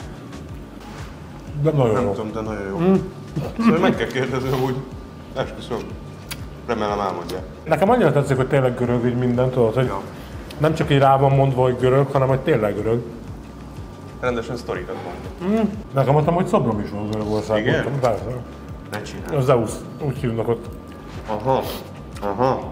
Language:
Hungarian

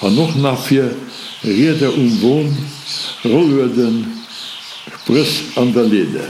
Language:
Luxembourgish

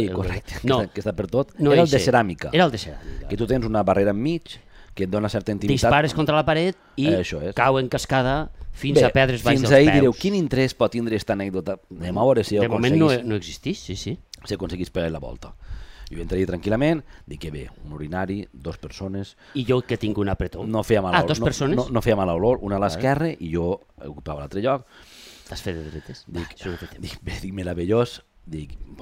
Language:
Catalan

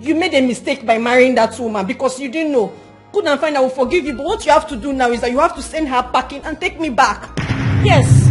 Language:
Nigerian Pidgin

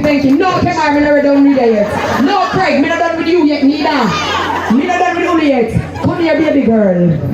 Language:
Jamaican Creole English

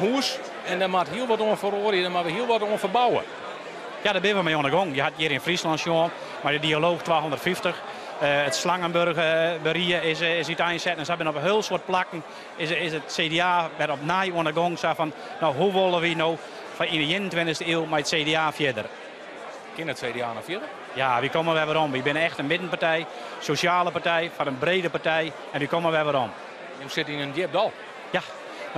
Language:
Western Frisian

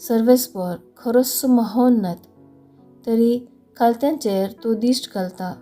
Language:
Konkani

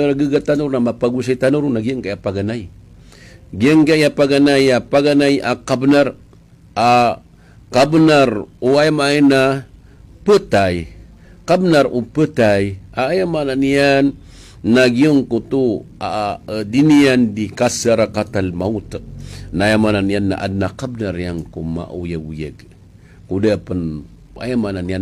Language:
Maranao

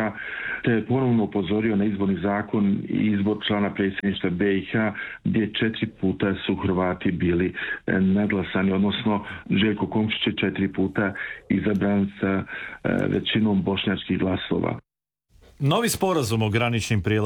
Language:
Croatian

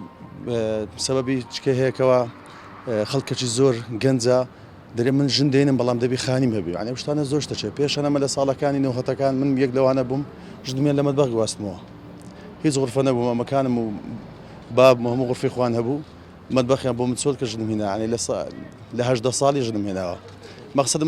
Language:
Central Kurdish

